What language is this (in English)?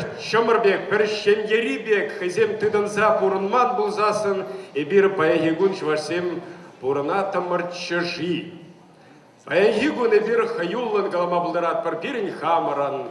Chuvash